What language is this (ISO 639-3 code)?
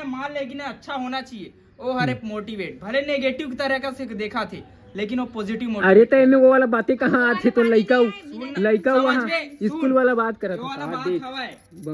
hne